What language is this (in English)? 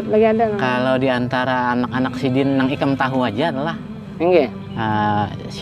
Banjar